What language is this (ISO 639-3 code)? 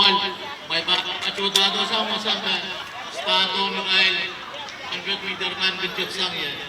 pon